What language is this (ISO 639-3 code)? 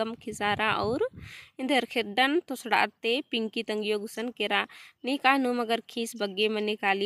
kru